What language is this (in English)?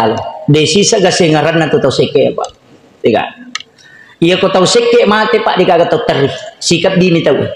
Buginese